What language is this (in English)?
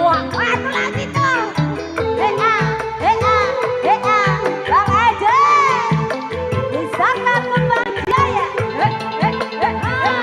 Betawi